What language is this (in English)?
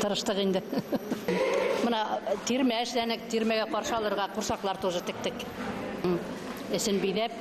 Bashkir